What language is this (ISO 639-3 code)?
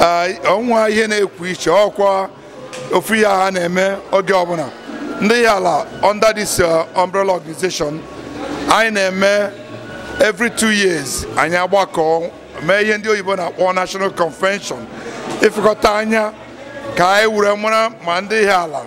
ibo